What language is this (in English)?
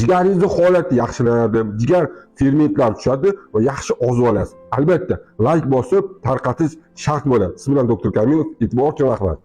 Uzbek